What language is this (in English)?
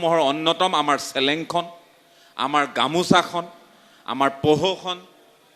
Assamese